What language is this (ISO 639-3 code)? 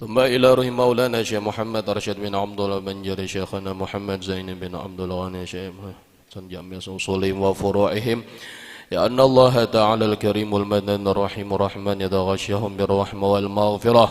bjn